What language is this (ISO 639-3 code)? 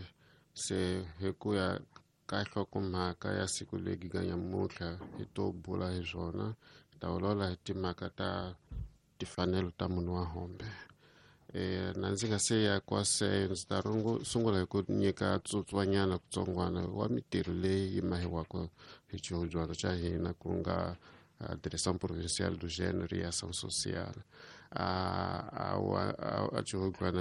tso